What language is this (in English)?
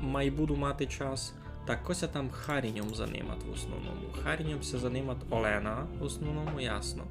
Rusyn